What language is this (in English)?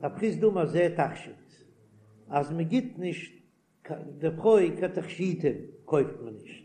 Yiddish